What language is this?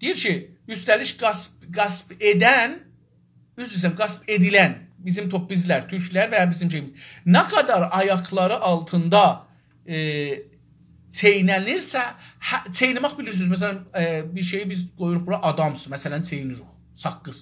South Azerbaijani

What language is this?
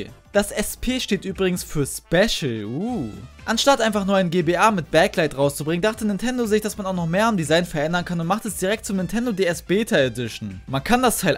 German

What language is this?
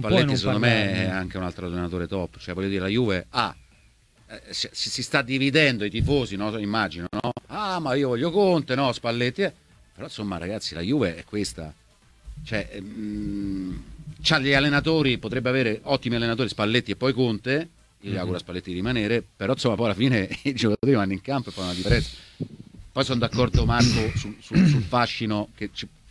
Italian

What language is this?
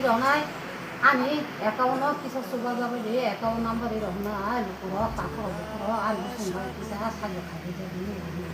Kok Borok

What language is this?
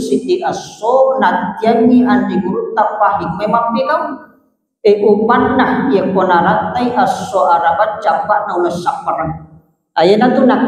Buginese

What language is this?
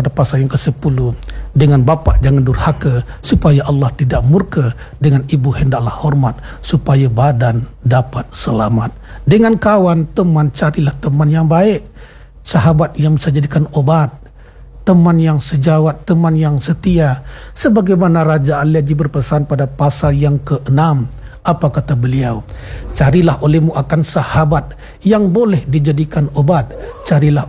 Malay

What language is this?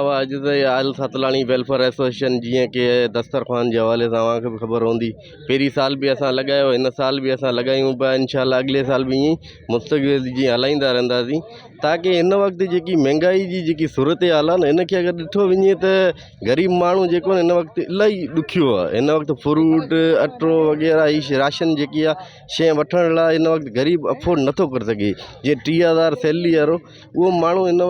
Sindhi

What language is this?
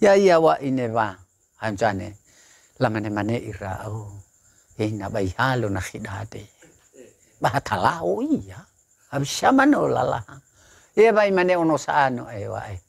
Nias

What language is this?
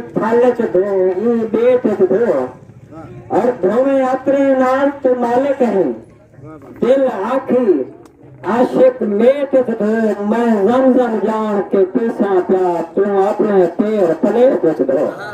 Saraiki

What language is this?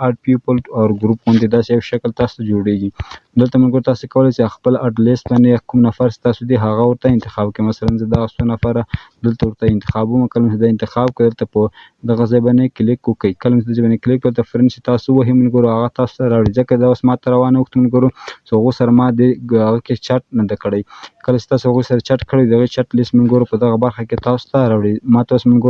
Pashto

